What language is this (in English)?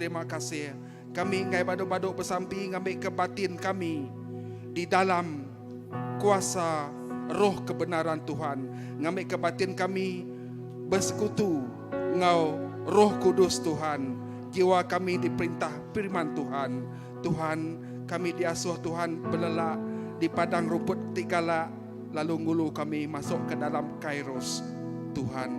Iban